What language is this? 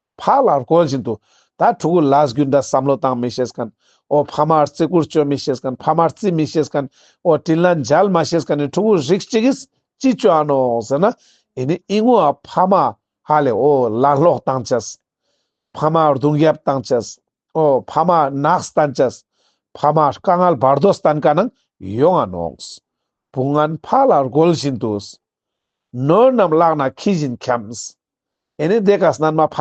Ladakhi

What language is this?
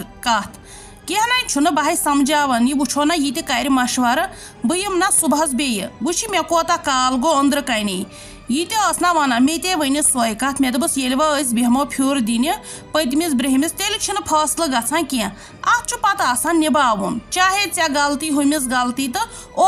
Kashmiri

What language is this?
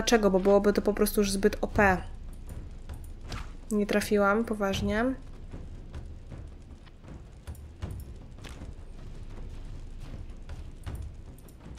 Polish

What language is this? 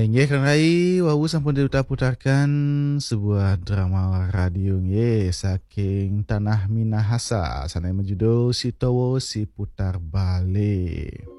Balinese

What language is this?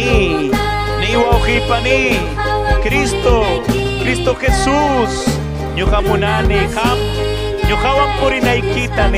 Ayacucho Quechua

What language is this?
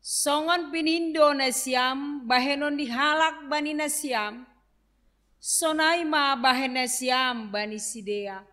Batak Simalungun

